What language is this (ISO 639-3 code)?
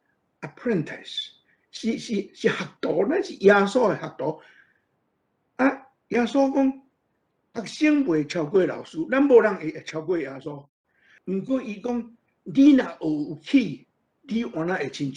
nan